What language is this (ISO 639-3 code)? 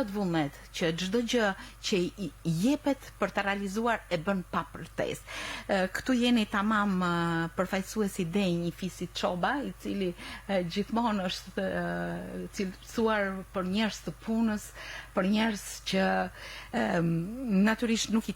sqi